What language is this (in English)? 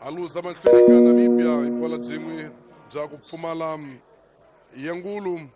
Tsonga